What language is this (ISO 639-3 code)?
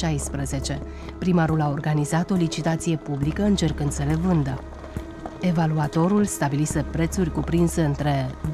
ron